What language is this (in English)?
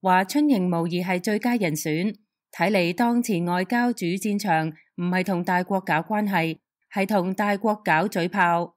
Cantonese